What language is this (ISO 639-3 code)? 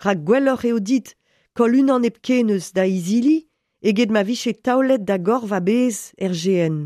bre